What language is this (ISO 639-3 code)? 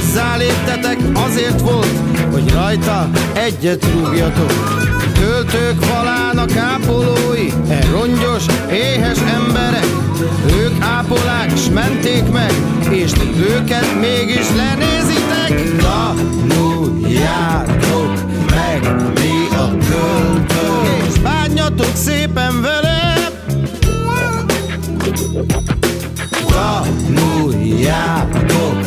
hun